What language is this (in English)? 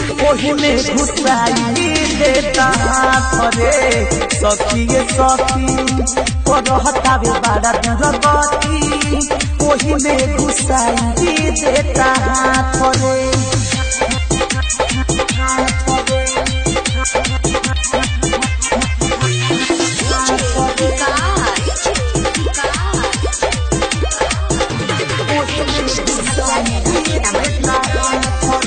Bhojpuri